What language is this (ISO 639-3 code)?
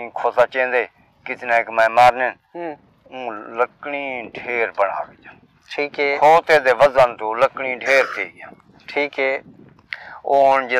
skr